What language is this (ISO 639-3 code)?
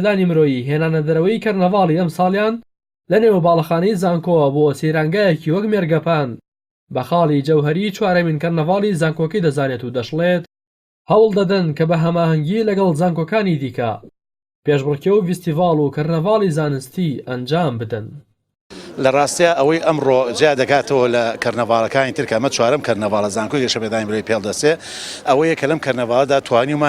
ckb